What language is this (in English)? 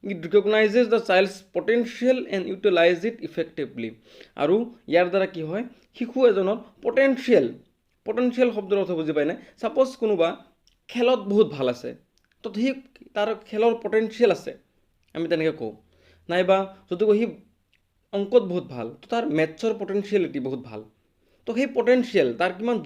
Assamese